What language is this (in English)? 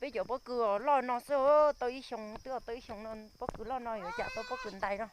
Hmong